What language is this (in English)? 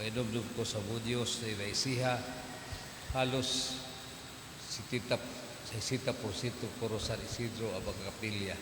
Cebuano